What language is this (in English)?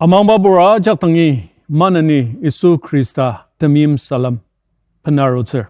Ao Naga